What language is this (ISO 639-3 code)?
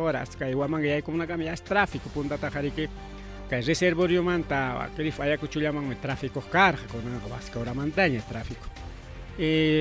quy